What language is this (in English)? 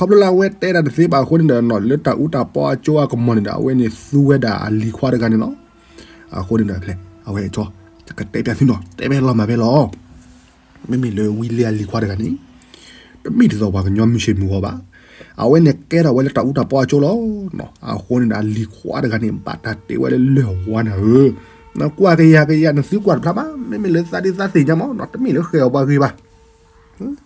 S'gaw Karen